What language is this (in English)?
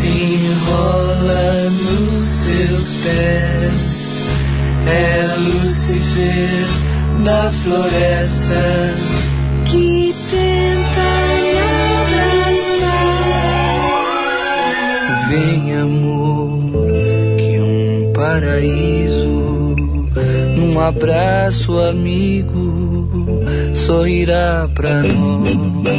Portuguese